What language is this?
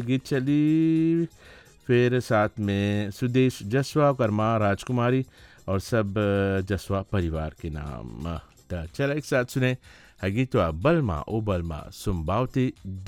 Bhojpuri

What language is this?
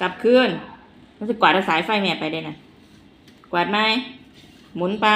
Northeastern Thai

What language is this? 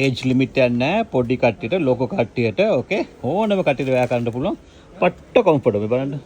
Sinhala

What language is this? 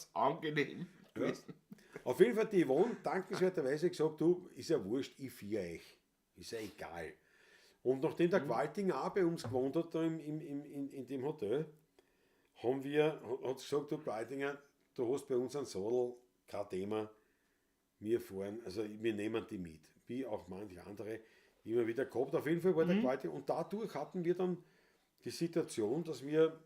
Bavarian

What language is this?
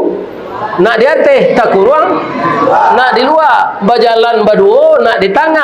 Minangkabau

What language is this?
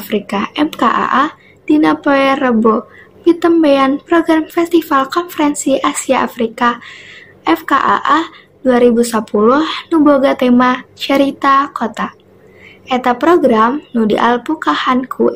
Sundanese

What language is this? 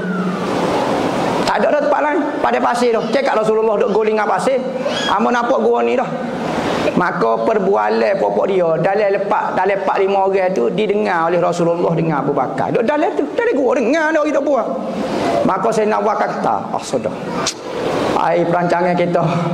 Malay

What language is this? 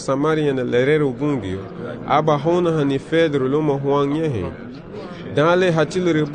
Garifuna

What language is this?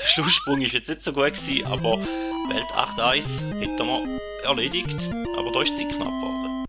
Swiss German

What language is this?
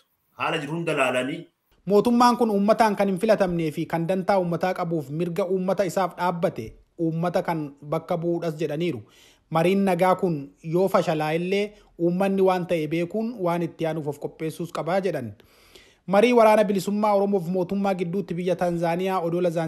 Oromo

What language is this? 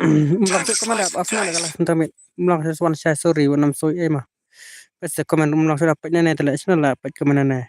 Khasi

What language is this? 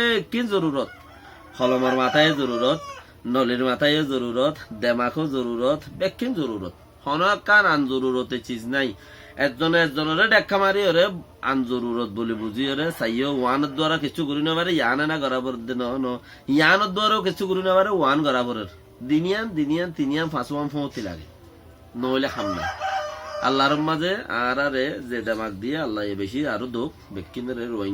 Rohingya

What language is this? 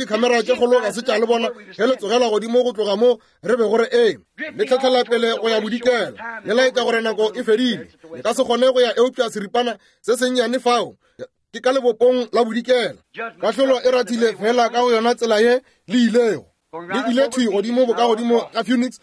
Northern Sotho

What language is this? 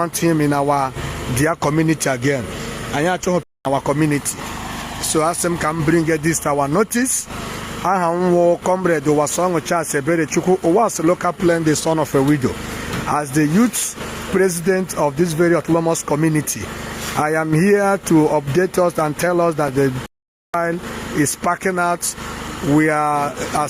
Igbo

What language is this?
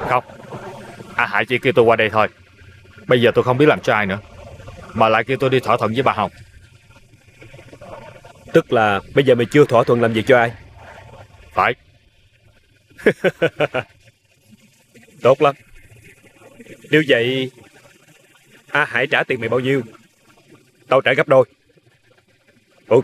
Vietnamese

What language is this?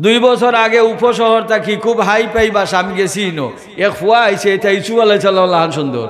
Sylheti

